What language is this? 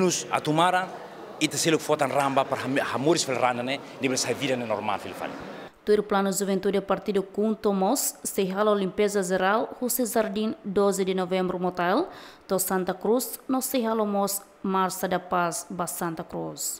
Tetum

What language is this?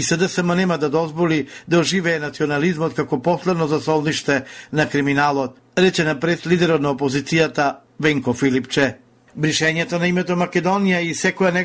Macedonian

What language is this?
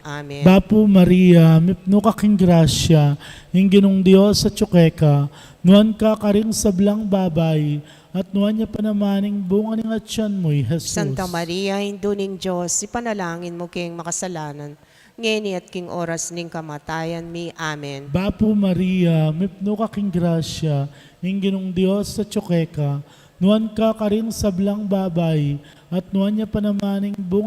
Pampanga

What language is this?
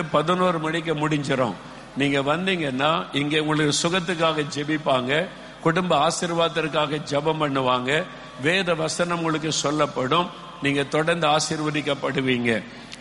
Tamil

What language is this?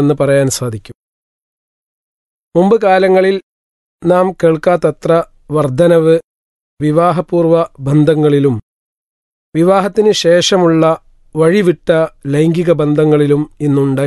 Malayalam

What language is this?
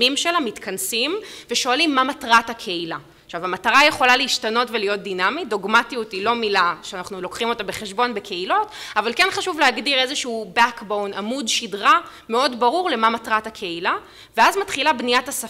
Hebrew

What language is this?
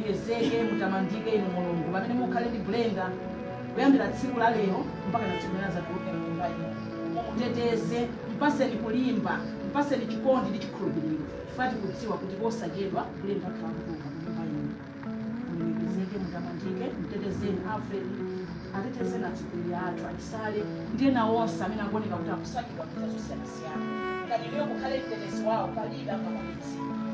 Nyanja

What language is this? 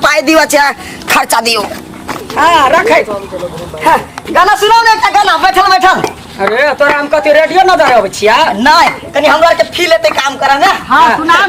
Maithili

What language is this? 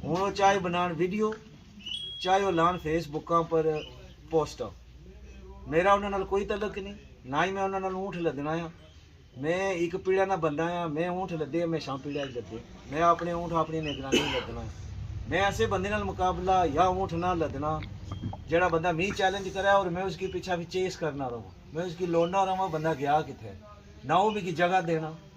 Pahari-Potwari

